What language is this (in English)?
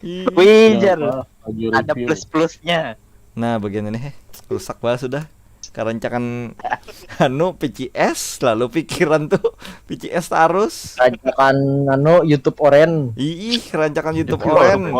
Banjar